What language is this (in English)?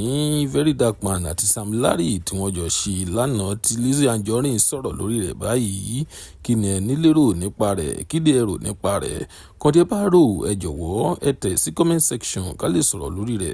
Yoruba